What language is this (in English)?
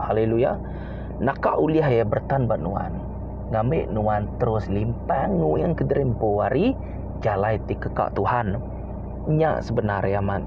Iban